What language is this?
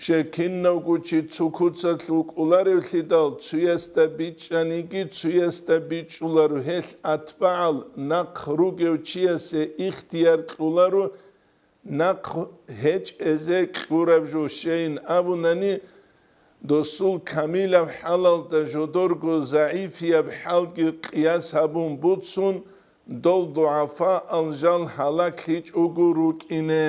Avaric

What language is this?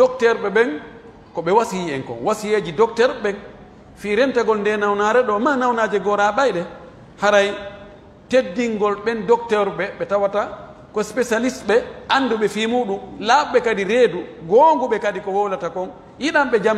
Pular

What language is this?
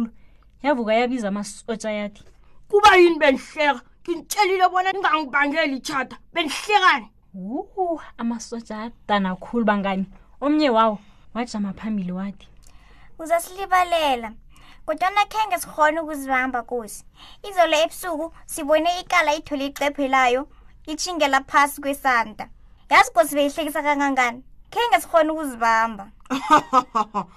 South Ndebele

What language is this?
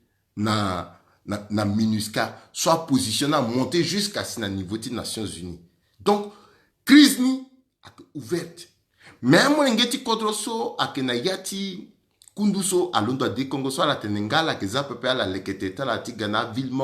Sango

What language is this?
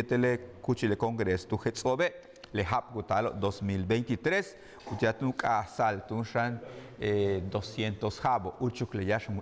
Yucateco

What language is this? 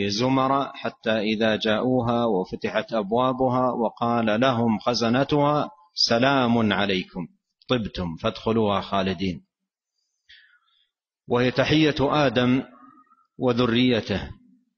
Arabic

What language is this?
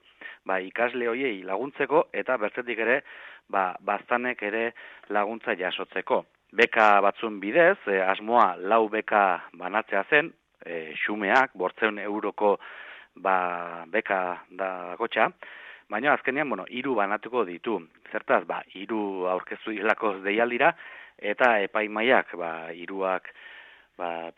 Basque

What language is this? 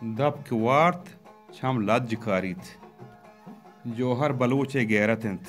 Baluchi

